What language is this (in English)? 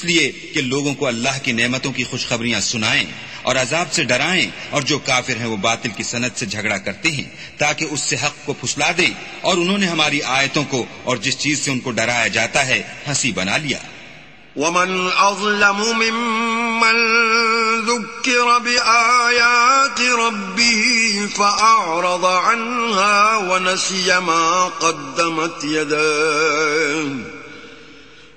Urdu